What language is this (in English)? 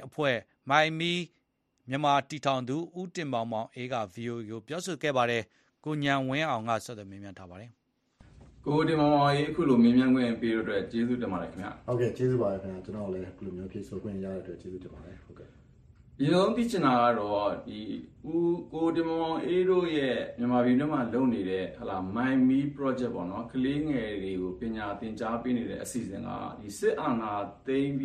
Burmese